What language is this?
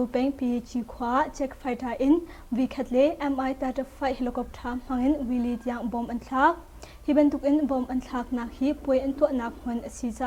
Hakha Chin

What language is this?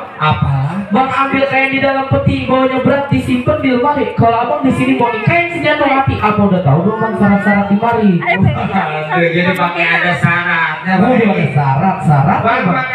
Betawi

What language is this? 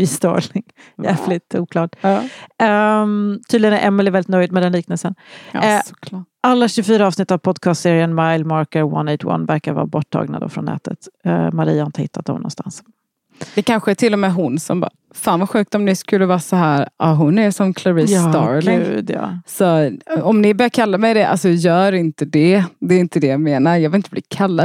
Swedish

